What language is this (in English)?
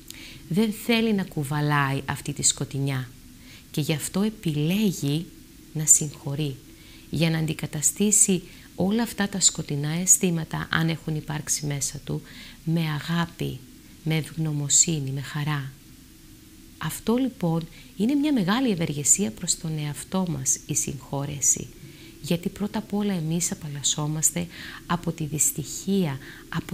Greek